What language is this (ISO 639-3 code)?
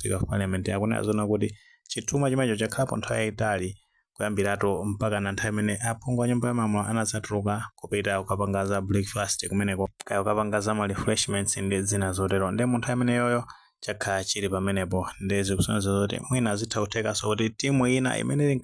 nya